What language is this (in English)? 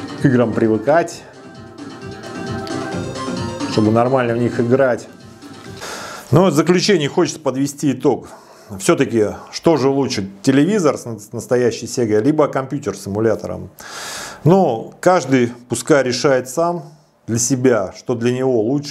Russian